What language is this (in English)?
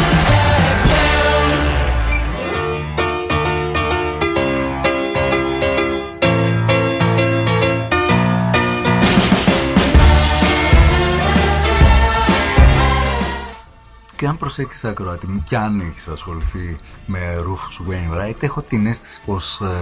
Greek